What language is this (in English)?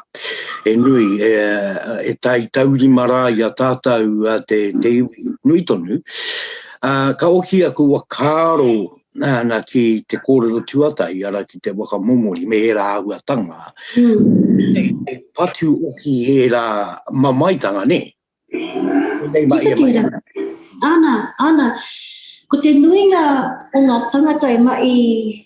Māori